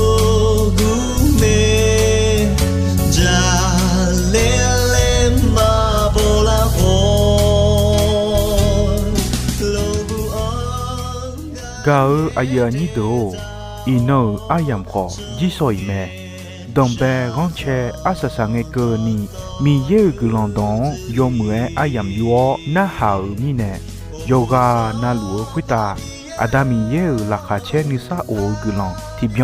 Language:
Akha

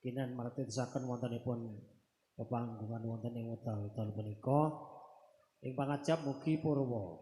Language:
Javanese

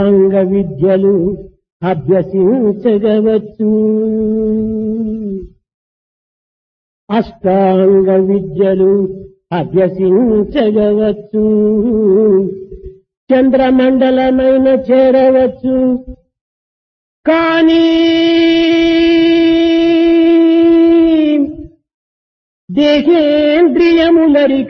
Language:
Telugu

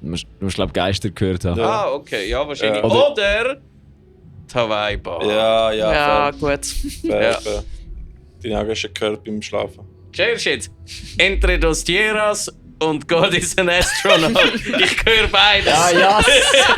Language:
Swiss German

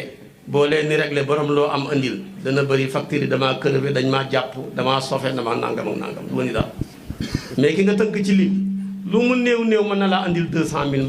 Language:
Wolof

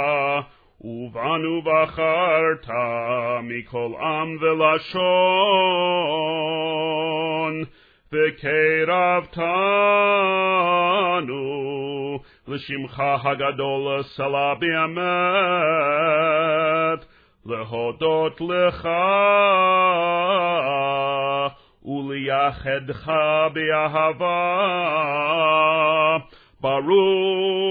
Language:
Hebrew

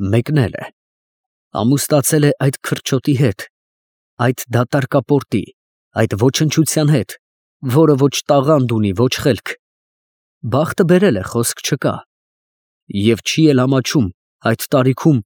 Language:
Armenian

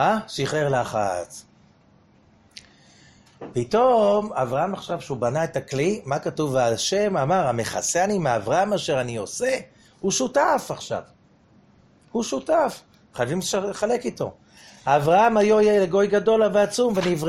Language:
Hebrew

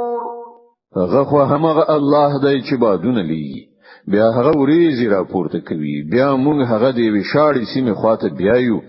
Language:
Pashto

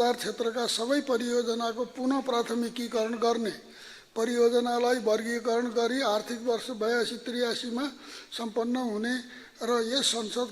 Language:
Nepali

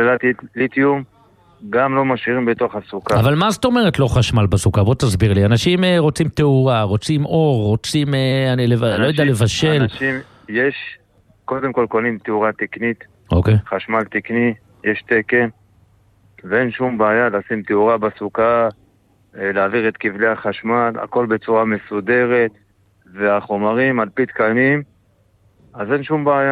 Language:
Hebrew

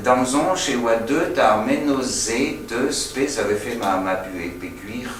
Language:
Breton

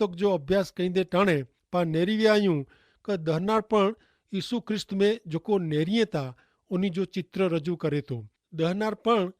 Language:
Kachhi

